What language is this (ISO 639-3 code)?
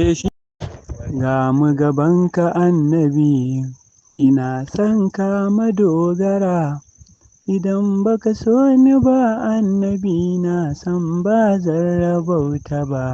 hau